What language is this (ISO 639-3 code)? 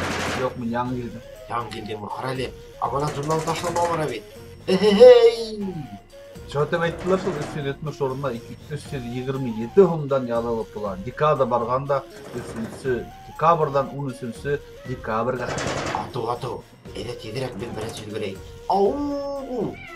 bak